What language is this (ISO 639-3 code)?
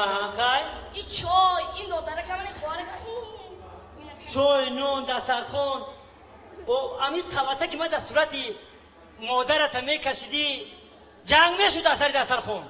tgk